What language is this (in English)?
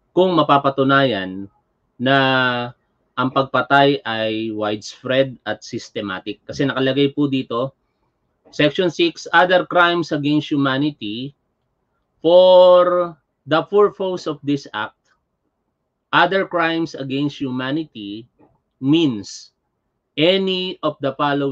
Filipino